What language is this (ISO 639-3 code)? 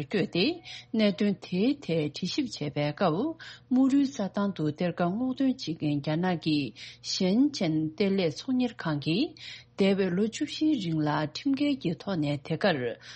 bod